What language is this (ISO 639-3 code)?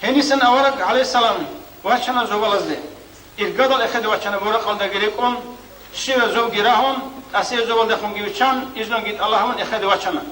ava